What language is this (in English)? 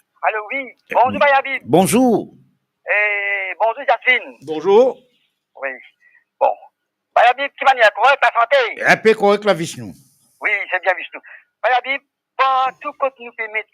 Morisyen